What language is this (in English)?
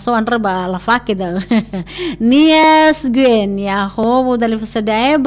Nias